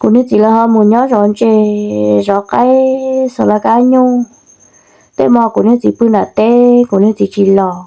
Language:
Hmong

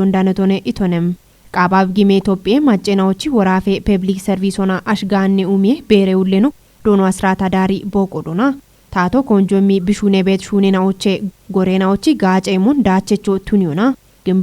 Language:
Kafa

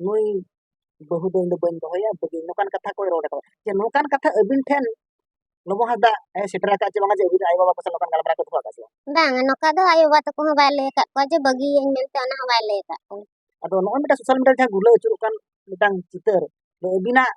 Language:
Santali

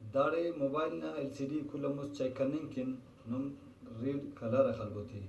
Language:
Brahui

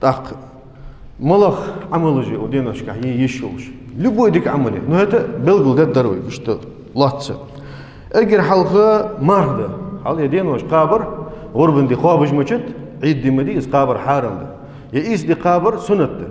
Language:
Ingush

